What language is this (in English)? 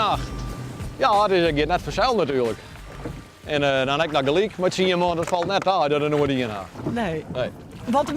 Western Frisian